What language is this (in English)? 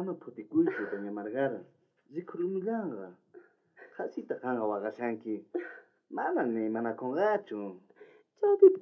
South Bolivian Quechua